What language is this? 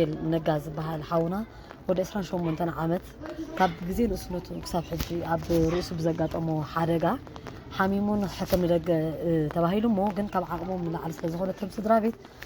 Tigrinya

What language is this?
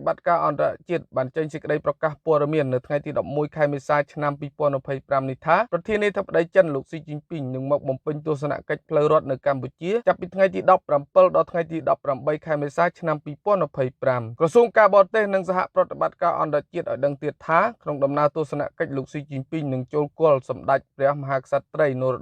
Khmer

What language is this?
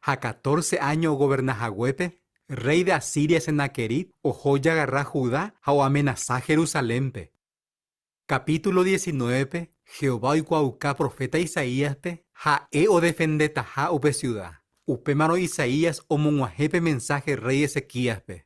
Guarani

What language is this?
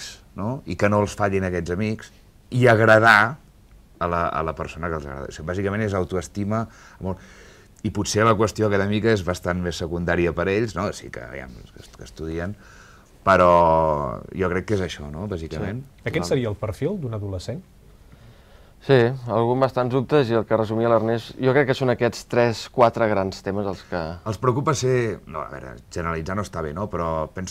Catalan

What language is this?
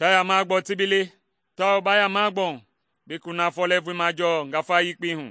Mende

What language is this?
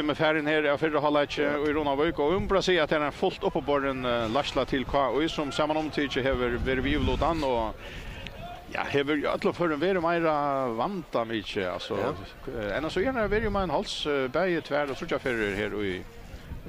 Faroese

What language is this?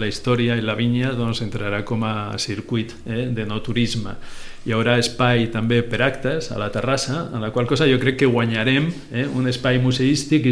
Catalan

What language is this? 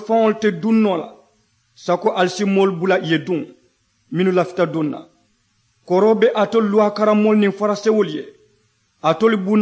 Mandingo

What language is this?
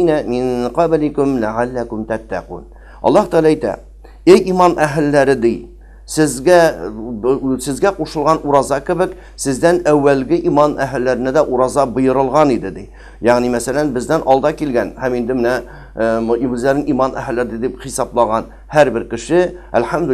Tatar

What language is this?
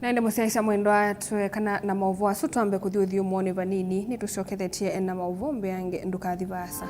Kamba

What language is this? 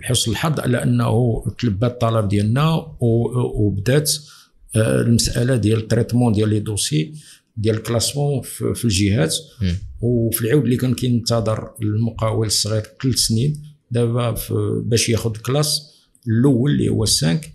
Moroccan Arabic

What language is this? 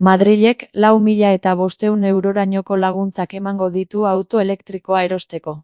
Basque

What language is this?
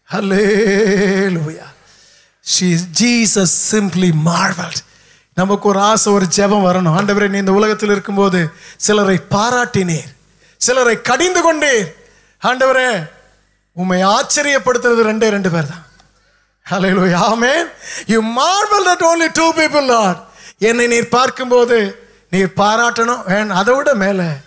Tamil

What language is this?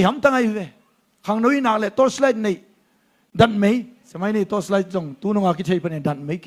Tedim Chin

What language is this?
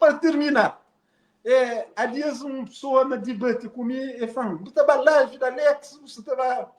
Kabuverdianu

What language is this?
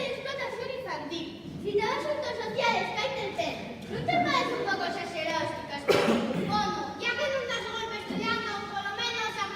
Asturian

